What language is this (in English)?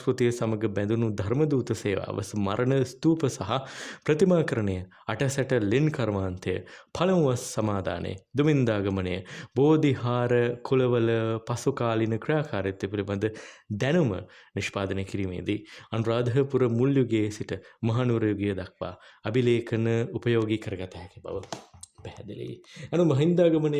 Sinhala